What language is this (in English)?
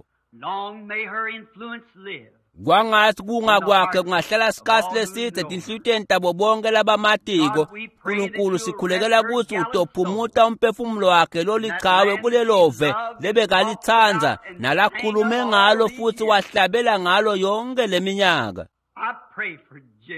Swati